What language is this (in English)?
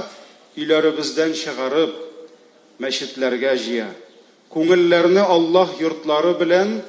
Tatar